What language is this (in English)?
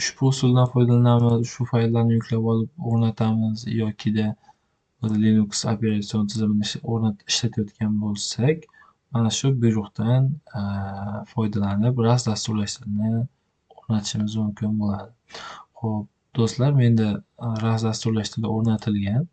Uzbek